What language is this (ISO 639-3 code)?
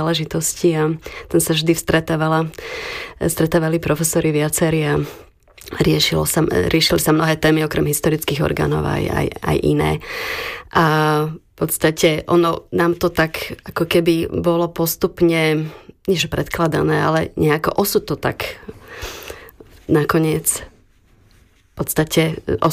slk